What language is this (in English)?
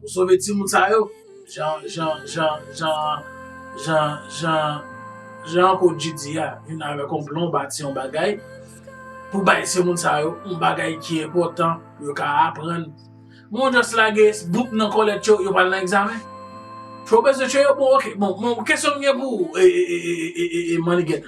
Haitian Creole